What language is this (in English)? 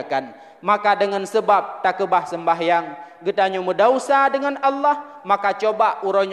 Achinese